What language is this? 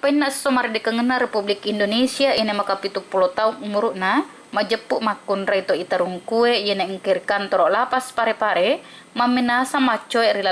Buginese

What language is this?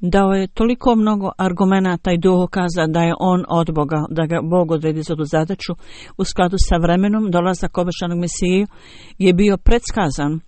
Bosnian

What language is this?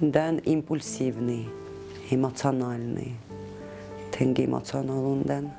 Ossetic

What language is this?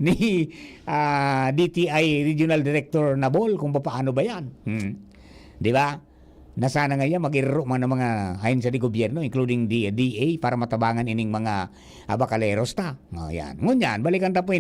Bikol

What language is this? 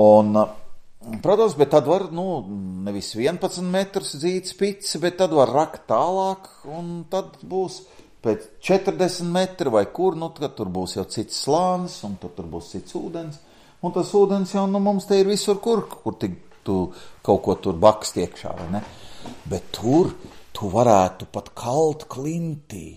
Latvian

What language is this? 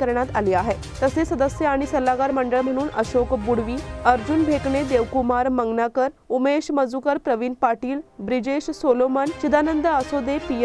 Marathi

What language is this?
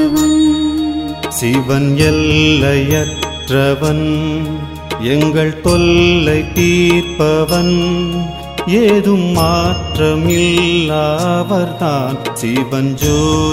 Tamil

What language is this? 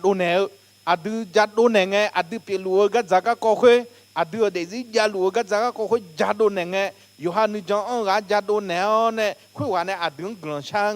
Akha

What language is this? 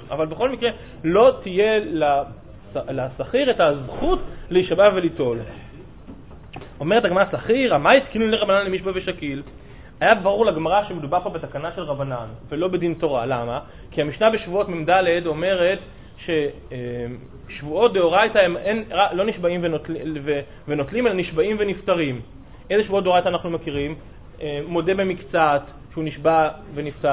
Hebrew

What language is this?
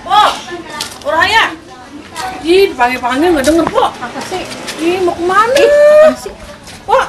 Betawi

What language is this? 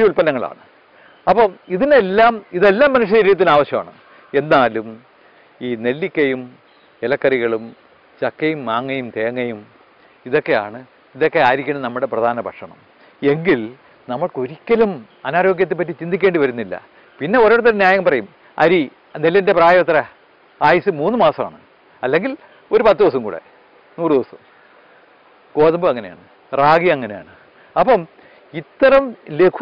Malayalam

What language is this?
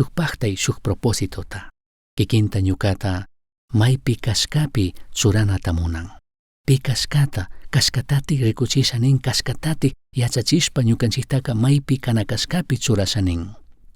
Chimborazo Highland Quichua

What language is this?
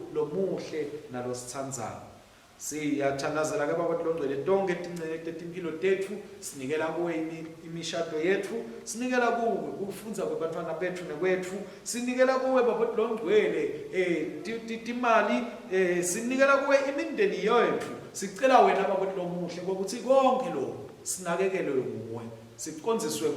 Swati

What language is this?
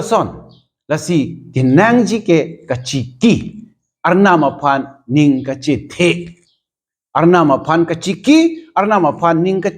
Karbi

